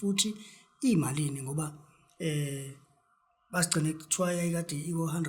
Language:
Zulu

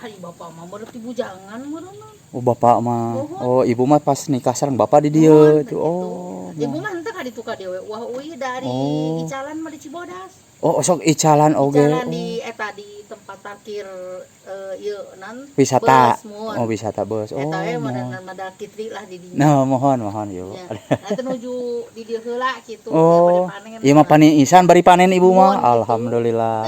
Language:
Sundanese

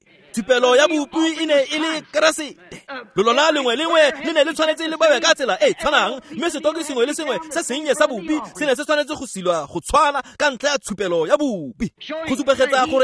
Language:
Tswana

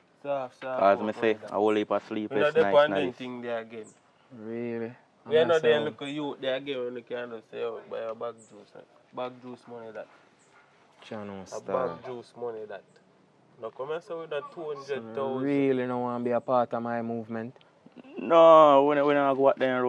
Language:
Jamaican Creole English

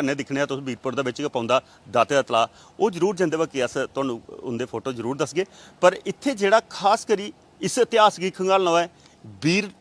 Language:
Dogri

